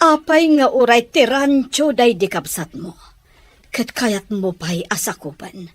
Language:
Iloko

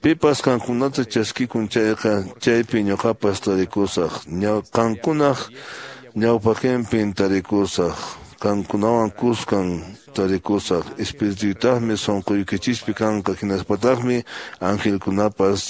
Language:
Quechua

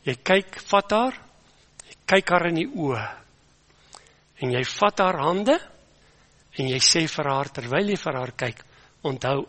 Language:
Afrikaans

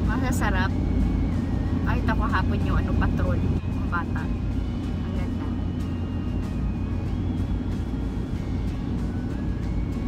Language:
Filipino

